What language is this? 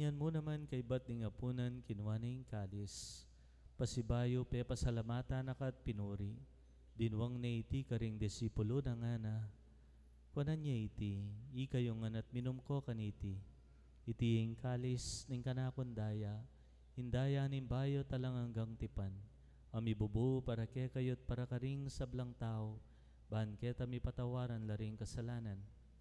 Pampanga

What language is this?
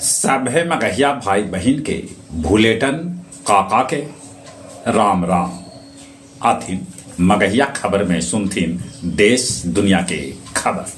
Magahi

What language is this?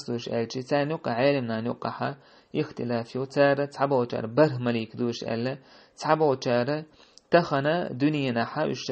Chechen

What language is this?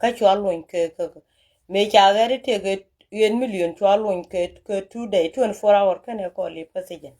Nuer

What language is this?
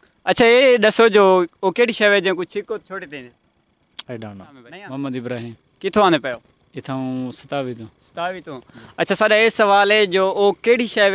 Saraiki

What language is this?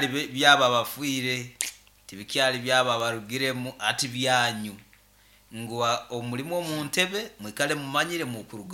Nyoro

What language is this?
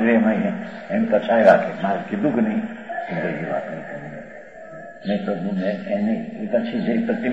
Gujarati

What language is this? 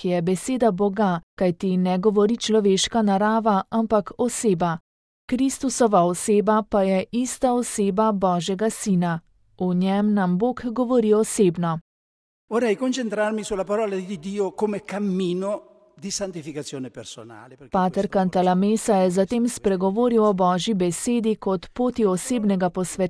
Slovenian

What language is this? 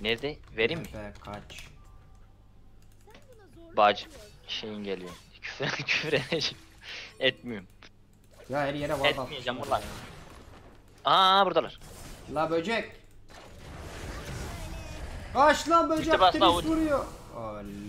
Turkish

